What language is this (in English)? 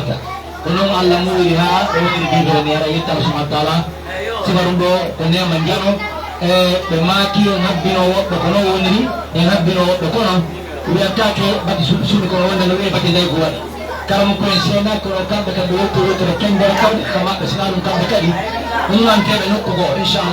Pular